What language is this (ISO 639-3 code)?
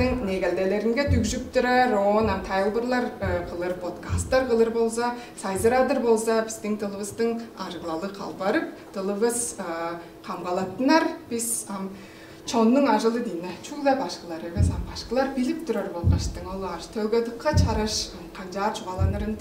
tyv